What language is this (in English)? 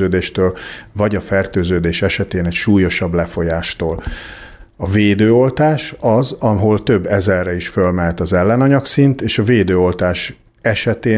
Hungarian